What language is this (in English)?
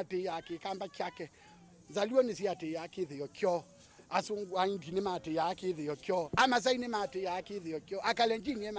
Kamba